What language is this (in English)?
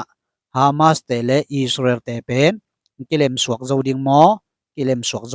Tedim Chin